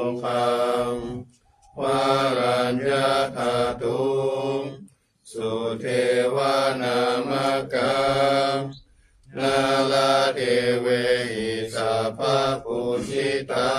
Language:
Pali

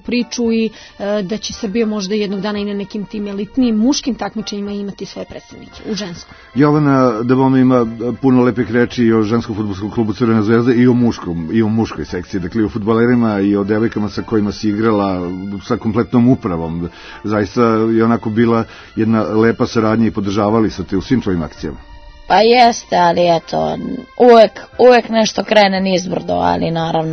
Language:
Serbian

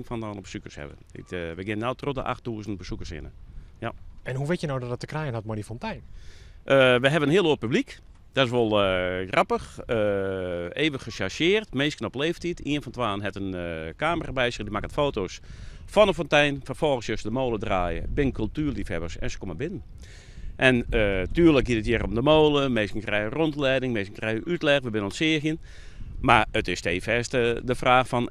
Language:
Western Frisian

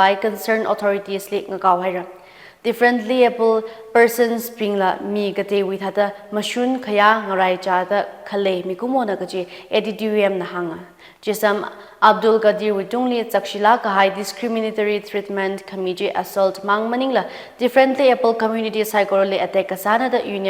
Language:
Tangkhul Naga (India)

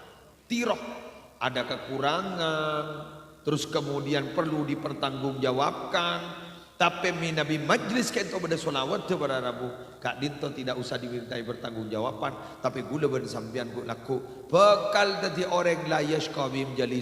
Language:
Madurese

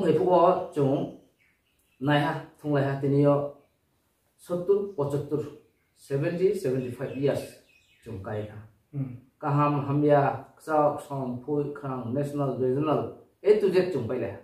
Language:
Riang (India)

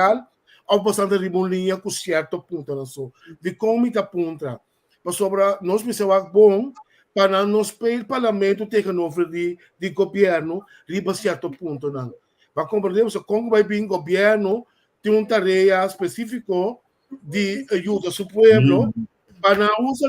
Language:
Papiamento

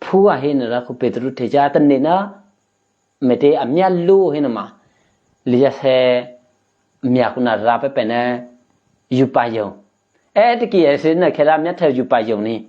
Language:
Eastern Kayah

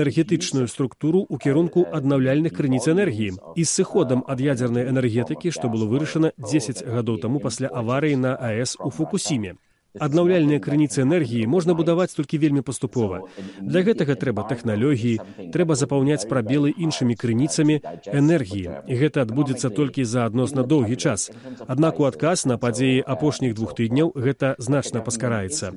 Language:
Belarusian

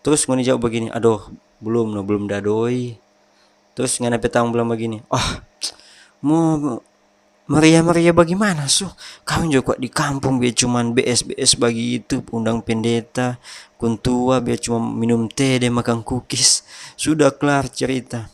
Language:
Manado Malay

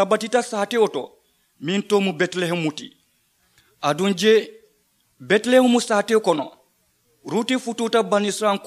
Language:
Mandingo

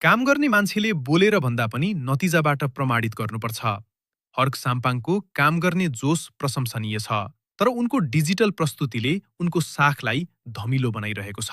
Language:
Nepali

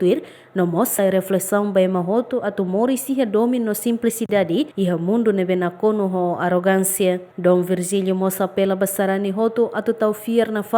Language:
Tetum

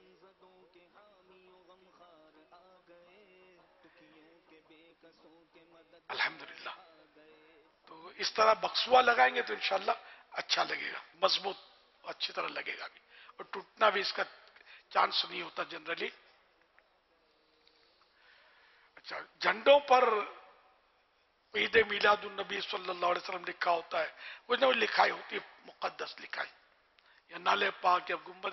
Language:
Urdu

